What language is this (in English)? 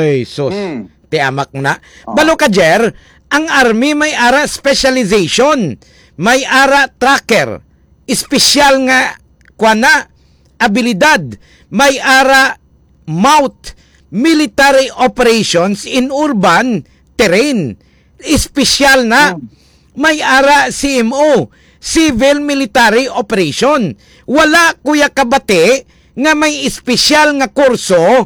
Hiligaynon